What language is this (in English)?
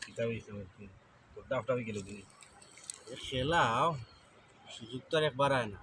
Sylheti